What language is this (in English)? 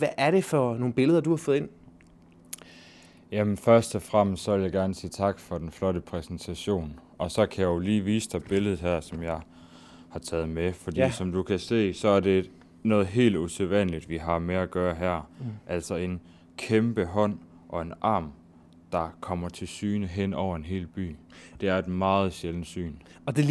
Danish